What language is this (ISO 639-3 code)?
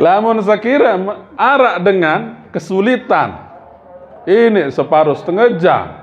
sas